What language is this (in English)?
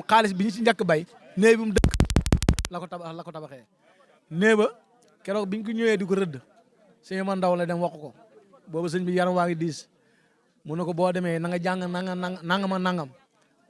Wolof